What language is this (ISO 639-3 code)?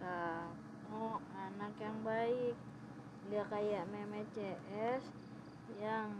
bew